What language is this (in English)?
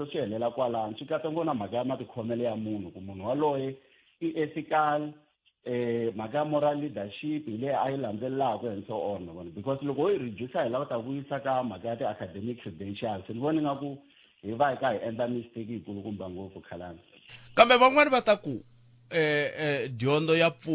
Tsonga